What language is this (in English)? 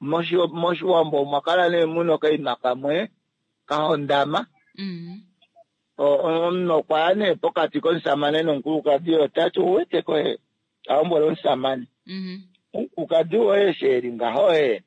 Kuanyama